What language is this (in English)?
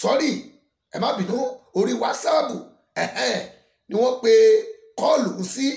Yoruba